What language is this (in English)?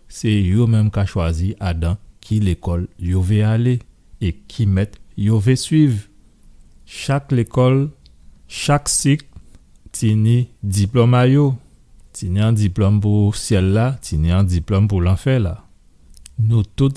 Guadeloupean Creole French